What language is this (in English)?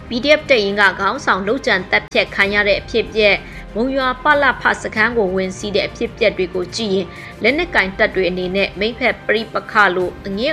Burmese